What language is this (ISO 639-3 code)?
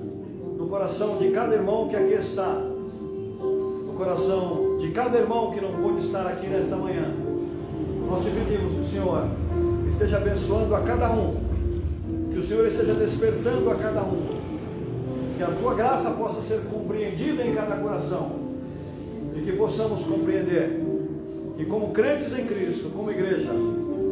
por